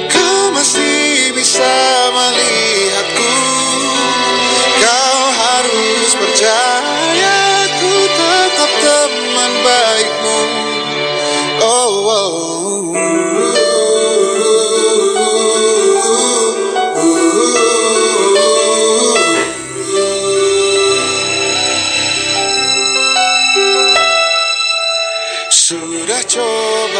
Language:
Indonesian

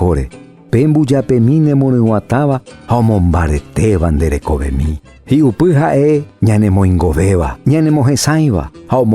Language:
Guarani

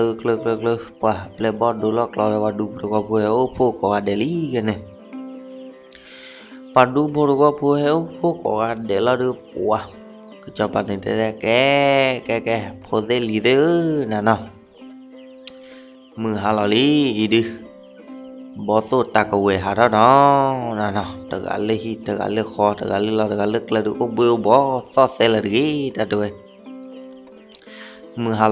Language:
S'gaw Karen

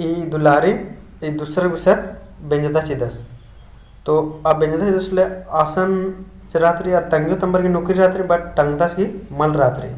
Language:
Kurukh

